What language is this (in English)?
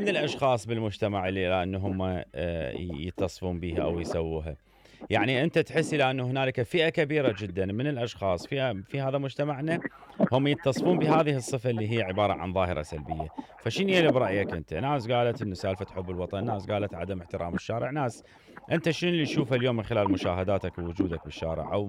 Mesopotamian Arabic